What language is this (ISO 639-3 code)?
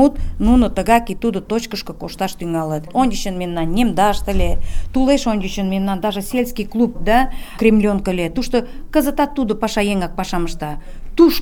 chm